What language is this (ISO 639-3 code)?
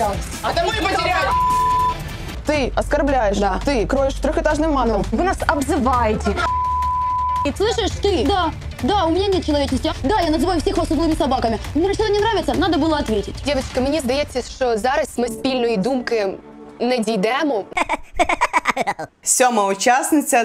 ukr